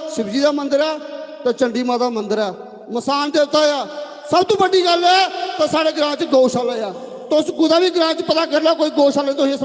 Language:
Dogri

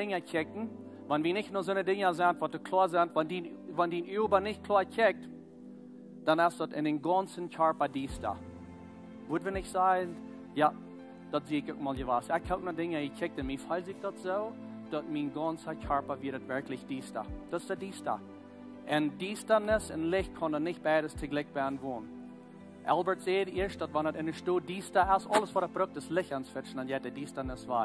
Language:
Plautdietsch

